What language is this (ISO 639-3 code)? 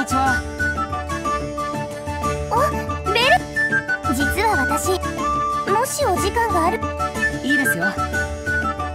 jpn